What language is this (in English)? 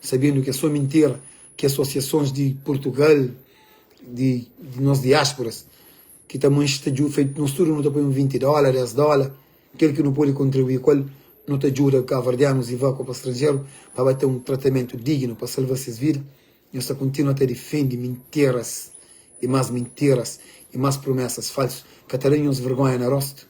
Kabuverdianu